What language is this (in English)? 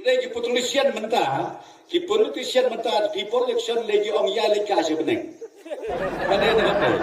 Khasi